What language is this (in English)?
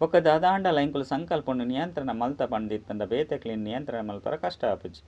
Tulu